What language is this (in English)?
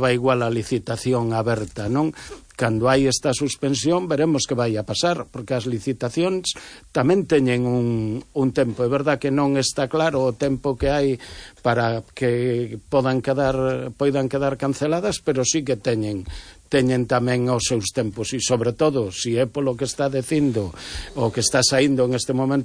Galician